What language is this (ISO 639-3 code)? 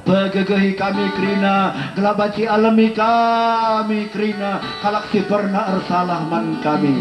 btx